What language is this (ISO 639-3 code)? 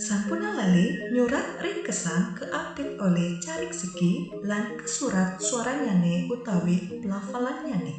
ban